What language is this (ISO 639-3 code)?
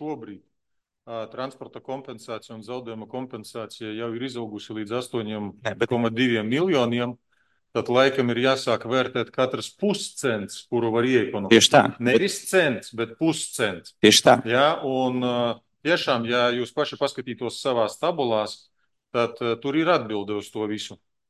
lav